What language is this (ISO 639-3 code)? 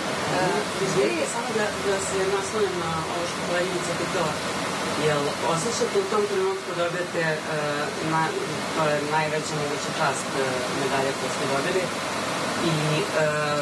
srp